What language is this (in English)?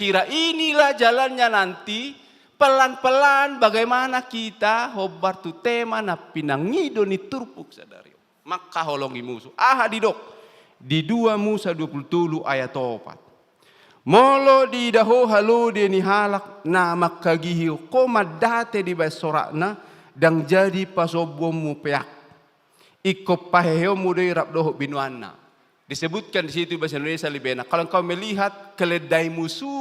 Batak Toba